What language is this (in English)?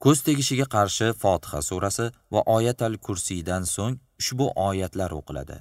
Uzbek